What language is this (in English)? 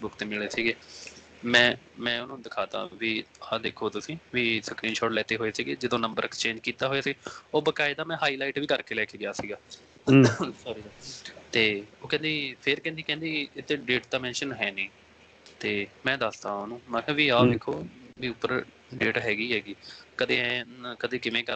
Punjabi